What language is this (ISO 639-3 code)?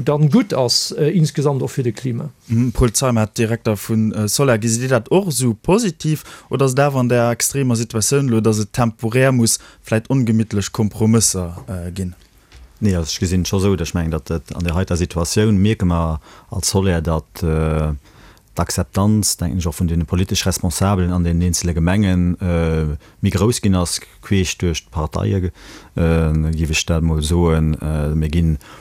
ltz